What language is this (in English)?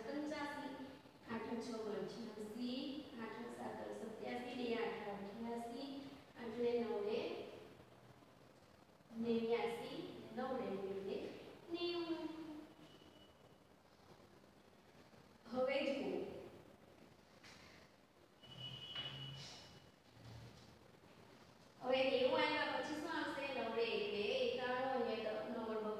Gujarati